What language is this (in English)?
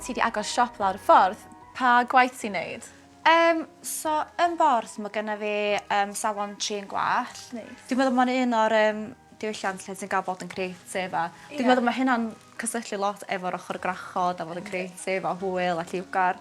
Welsh